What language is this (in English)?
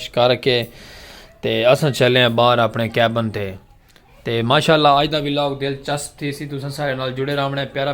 Saraiki